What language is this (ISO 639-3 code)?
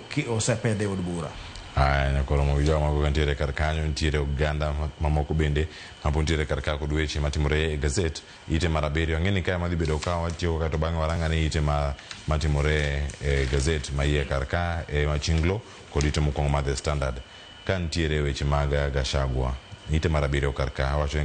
luo